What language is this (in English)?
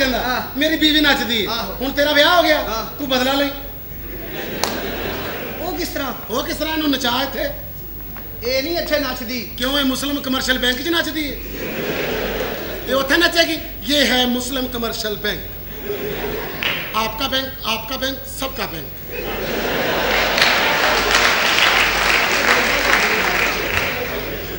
Punjabi